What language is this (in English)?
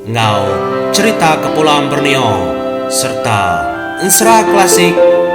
Iban